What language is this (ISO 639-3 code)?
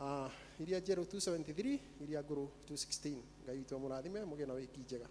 kik